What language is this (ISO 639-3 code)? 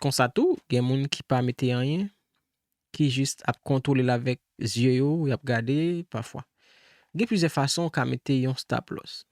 hat